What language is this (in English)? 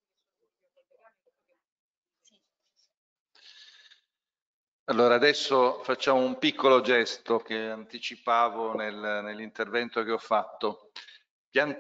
Italian